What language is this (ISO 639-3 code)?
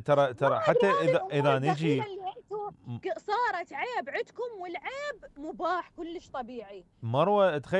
acm